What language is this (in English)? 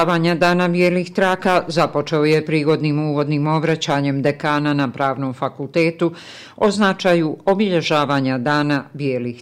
Bosnian